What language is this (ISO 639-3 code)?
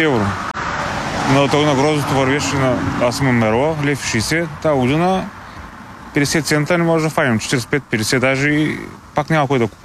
bul